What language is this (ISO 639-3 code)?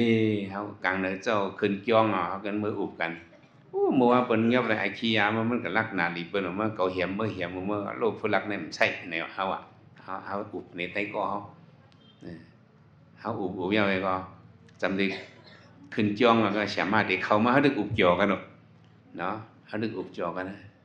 shn